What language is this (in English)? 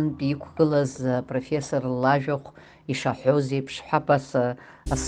Abkhazian